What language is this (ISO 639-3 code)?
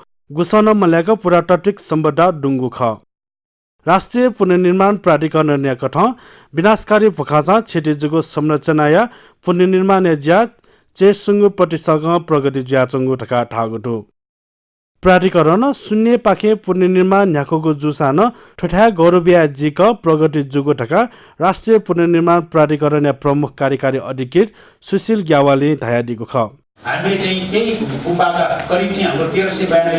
new